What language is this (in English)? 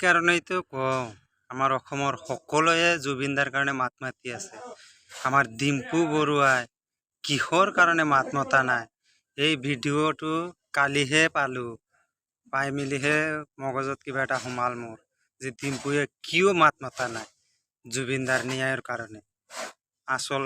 Assamese